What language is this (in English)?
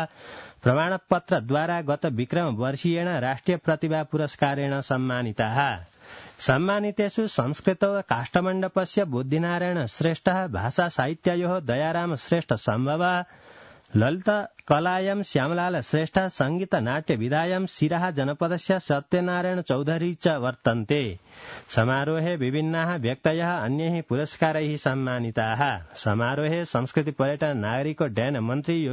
Sanskrit